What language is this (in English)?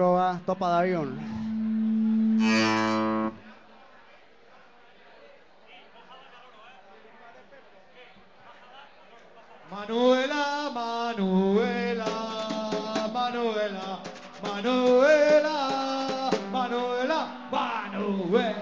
Basque